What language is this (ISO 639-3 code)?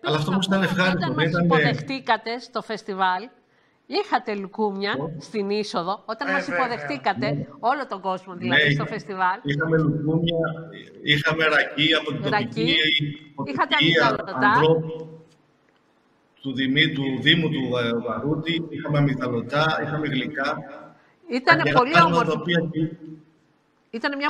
ell